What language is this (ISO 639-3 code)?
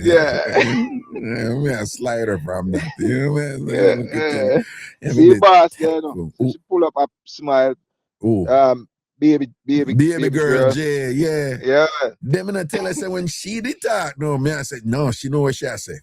jam